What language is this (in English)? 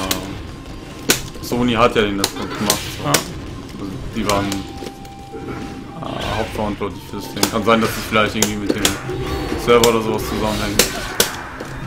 German